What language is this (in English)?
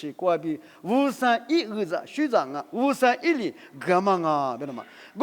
Lisu